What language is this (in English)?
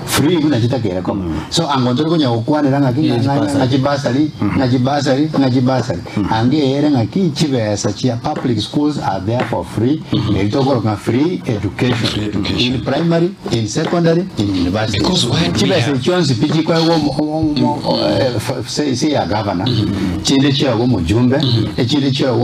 Gusii